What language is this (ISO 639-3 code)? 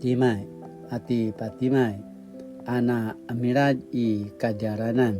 pwn